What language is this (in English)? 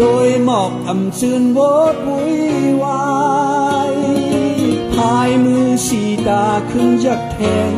Shan